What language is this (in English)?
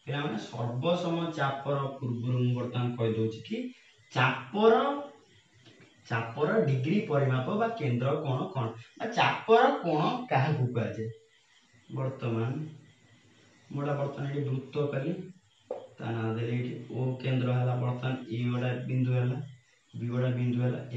Odia